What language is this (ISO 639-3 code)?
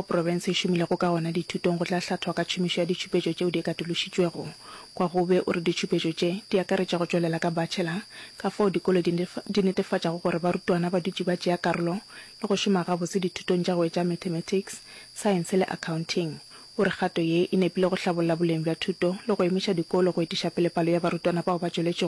nso